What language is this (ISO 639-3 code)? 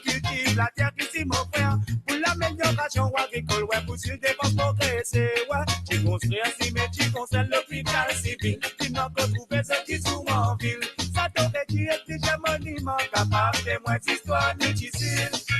mfe